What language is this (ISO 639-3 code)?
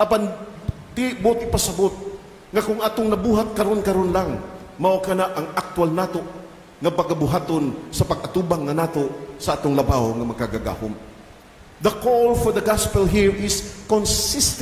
ceb